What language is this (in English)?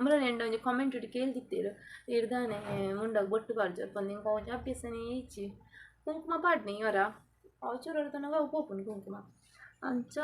Tulu